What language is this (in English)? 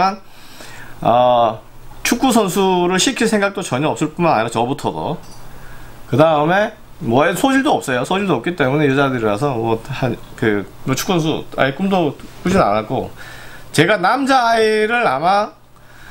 Korean